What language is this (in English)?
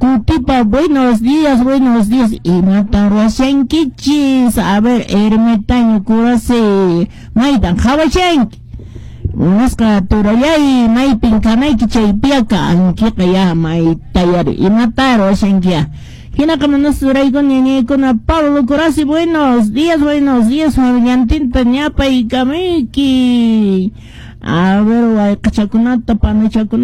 Quechua